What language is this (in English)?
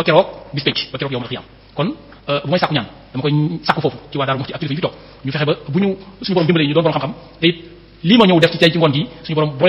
Wolof